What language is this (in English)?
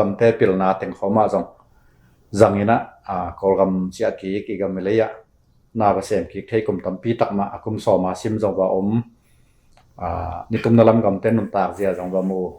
Tedim Chin